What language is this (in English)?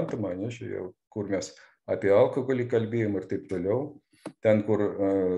Lithuanian